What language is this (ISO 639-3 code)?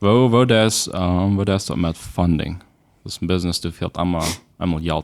pdt